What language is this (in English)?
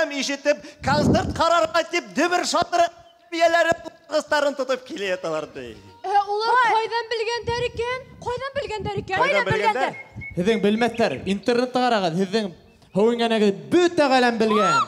Bashkir